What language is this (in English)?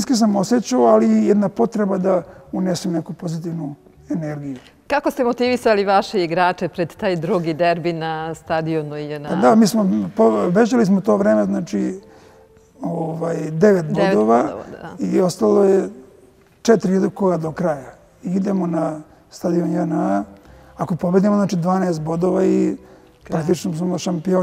Serbian